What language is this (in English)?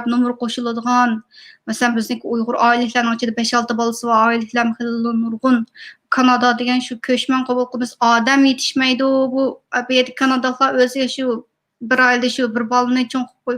Uyghur